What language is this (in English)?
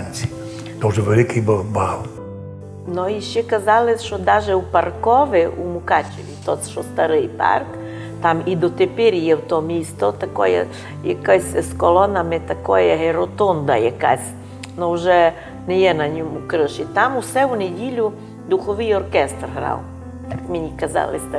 Rusyn